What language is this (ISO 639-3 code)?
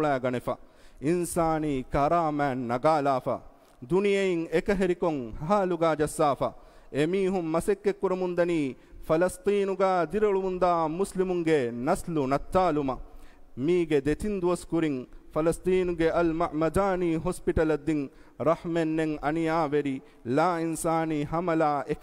div